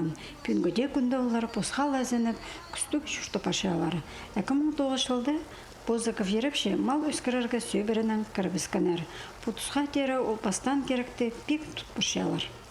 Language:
Khakas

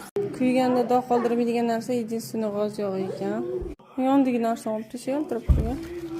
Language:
Uzbek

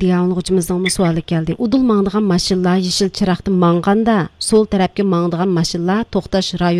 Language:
Uyghur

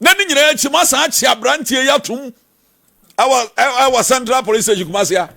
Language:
Akan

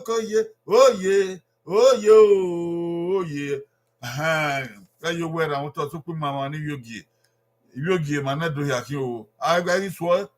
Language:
Bini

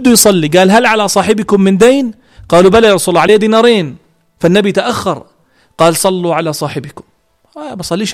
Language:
North Levantine Arabic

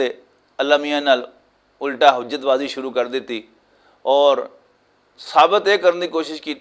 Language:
Western Panjabi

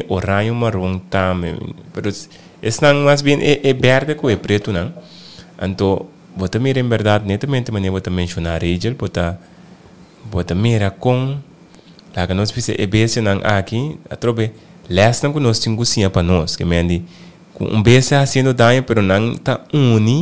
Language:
Papiamento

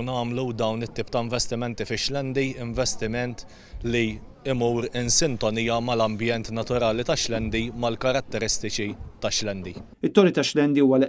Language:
Maltese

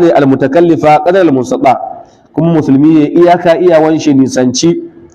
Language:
Hausa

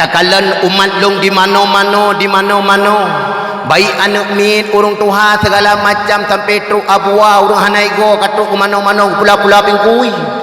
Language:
Achinese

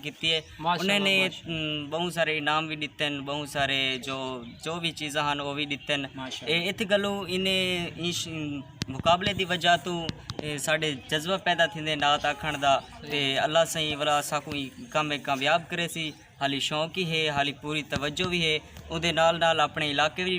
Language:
Saraiki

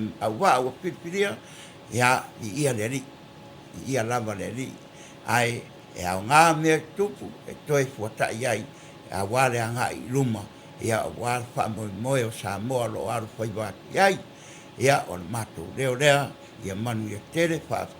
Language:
Samoan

